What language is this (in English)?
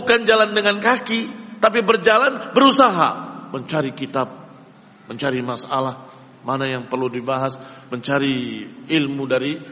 Indonesian